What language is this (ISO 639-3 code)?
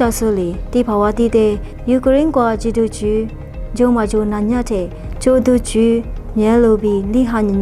lis